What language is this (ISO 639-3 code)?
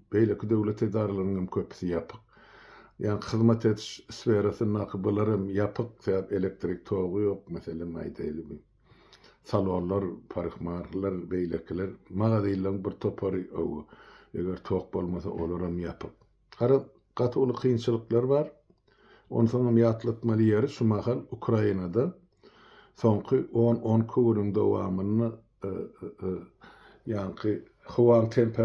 tuk